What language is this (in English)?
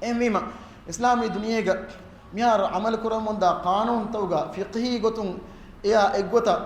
Divehi